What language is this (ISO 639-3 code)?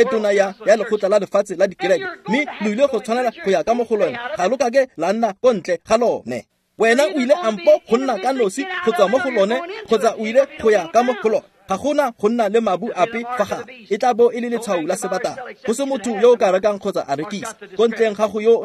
tsn